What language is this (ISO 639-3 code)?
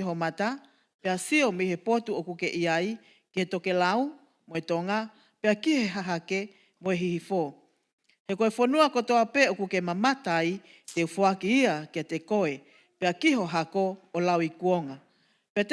ton